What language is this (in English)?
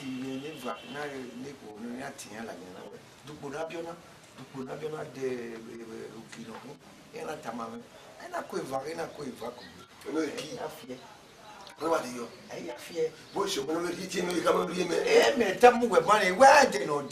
Bini